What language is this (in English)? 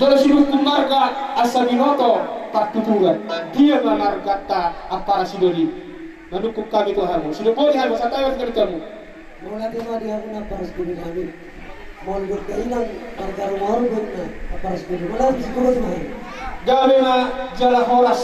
Batak Toba